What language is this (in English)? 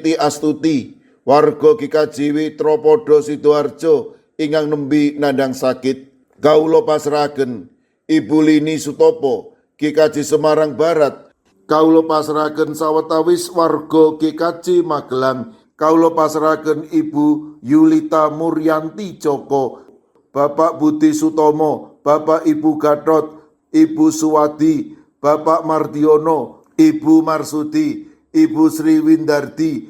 Javanese